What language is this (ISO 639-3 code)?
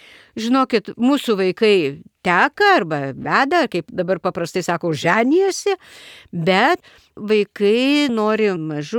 lit